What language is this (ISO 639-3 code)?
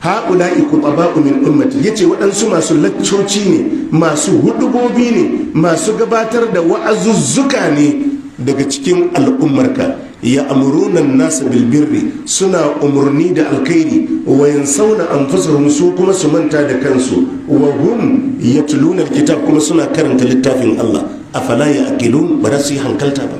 hau